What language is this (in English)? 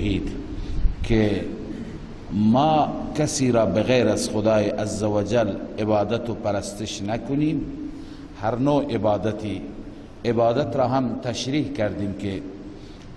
Persian